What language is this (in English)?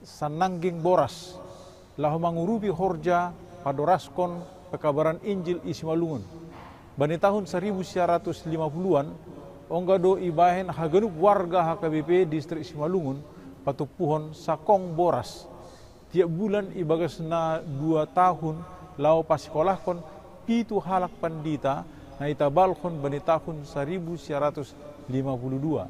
Batak Simalungun